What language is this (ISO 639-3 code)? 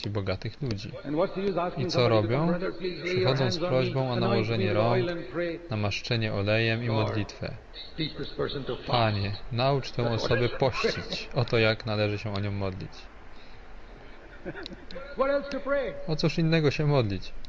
pol